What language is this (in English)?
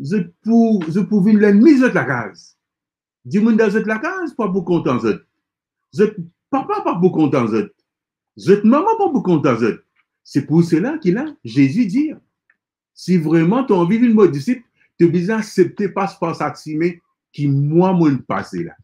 Morisyen